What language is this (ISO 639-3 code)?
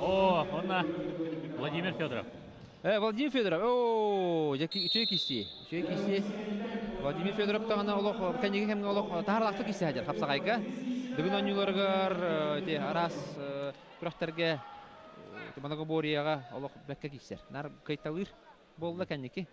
sah